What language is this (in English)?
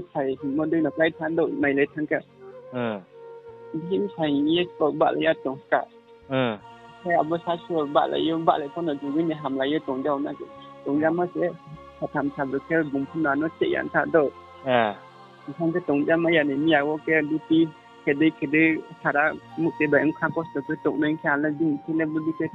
Riang (India)